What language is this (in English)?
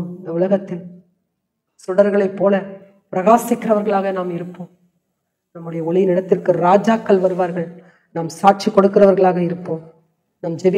Tamil